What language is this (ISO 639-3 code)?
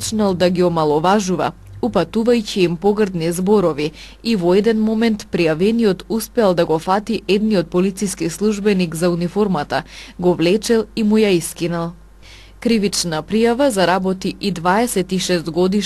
mkd